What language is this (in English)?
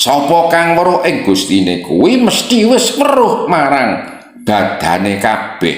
Javanese